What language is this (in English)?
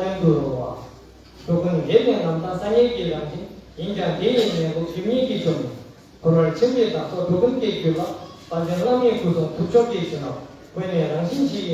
Tibetan